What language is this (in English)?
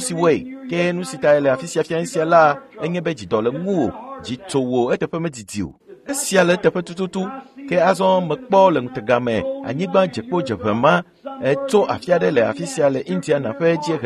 Ewe